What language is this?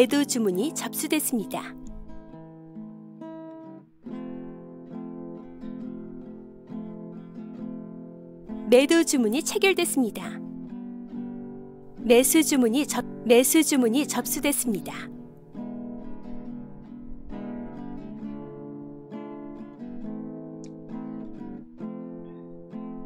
Korean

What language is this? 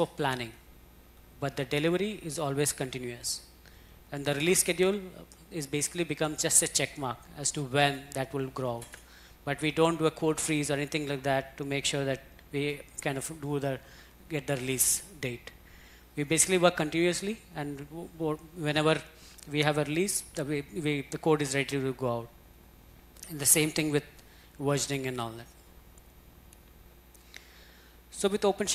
English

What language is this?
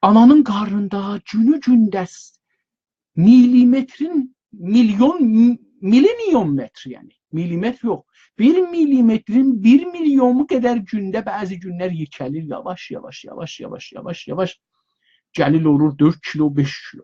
South Azerbaijani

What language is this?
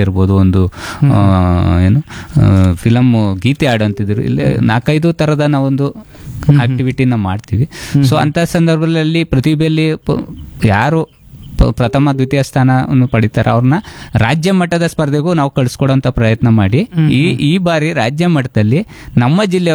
Kannada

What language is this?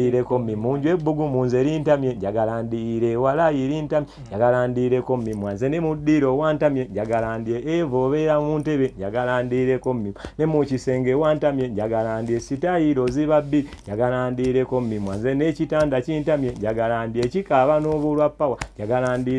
Ganda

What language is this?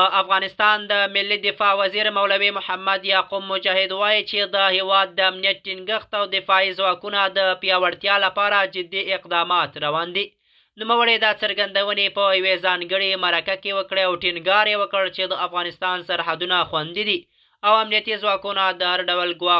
Pashto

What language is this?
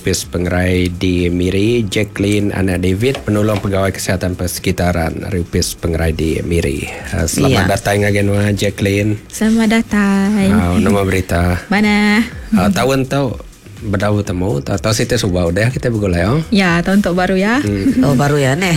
Iban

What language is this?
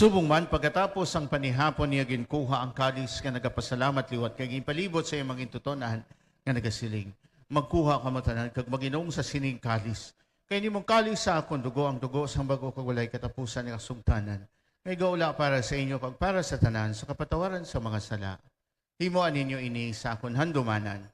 Hiligaynon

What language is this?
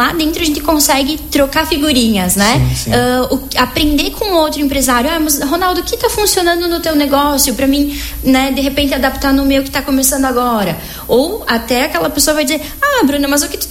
Portuguese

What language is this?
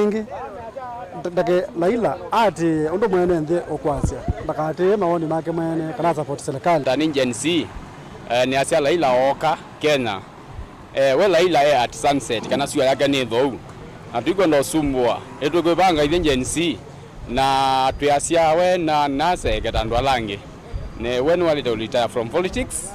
Kamba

